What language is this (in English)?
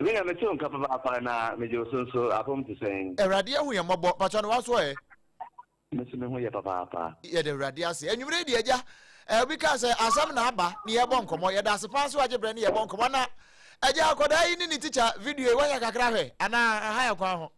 Akan